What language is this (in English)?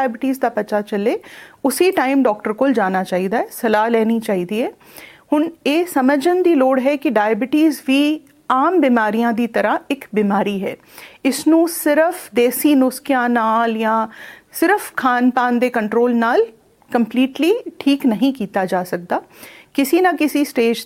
Punjabi